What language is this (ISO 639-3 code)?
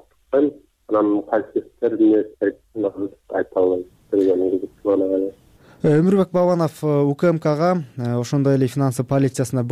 kir